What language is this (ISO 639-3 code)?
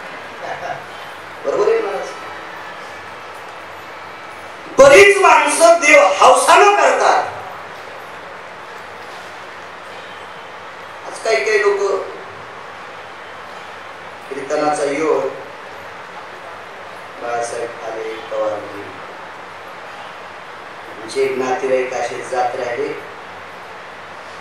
mar